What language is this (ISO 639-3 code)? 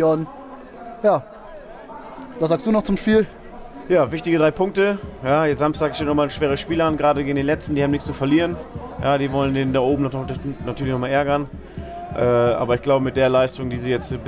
deu